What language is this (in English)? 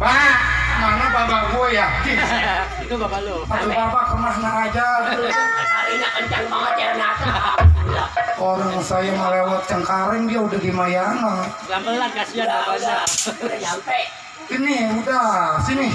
Betawi